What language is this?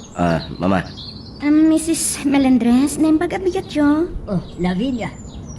Iloko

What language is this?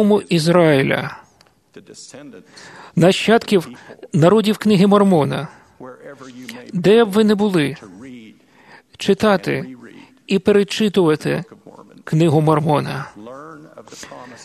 Ukrainian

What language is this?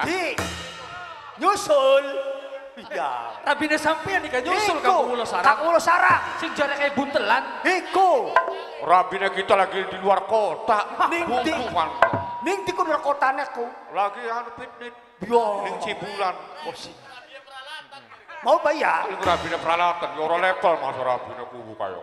Javanese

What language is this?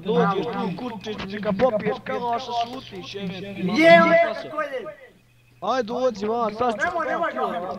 Bosnian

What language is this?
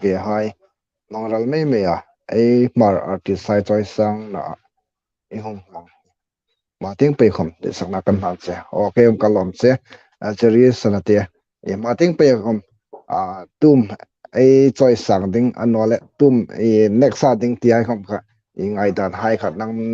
Hmar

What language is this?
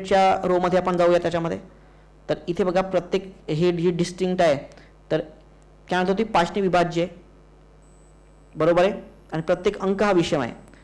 Marathi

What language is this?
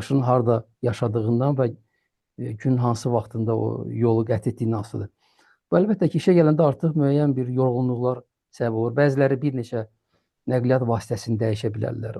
Azerbaijani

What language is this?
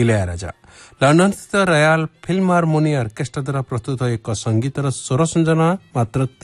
Odia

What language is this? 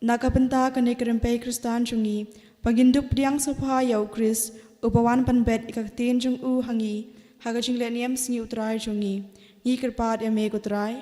Khasi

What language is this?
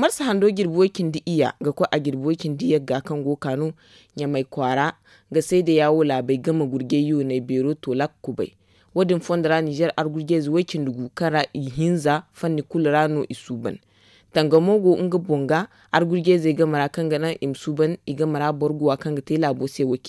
Zarma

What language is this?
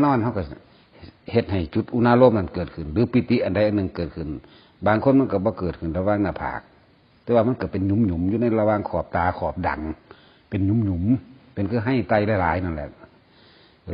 Northeastern Thai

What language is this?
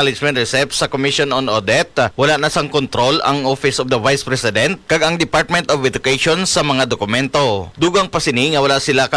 Hiligaynon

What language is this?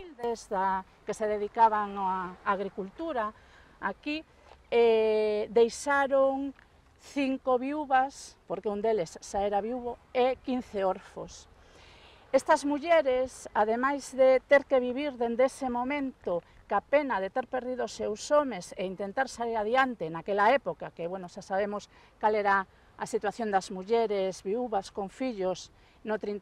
Galician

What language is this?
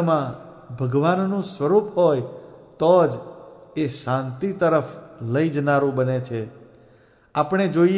Gujarati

